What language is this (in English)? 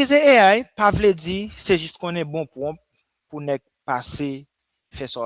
Haitian Creole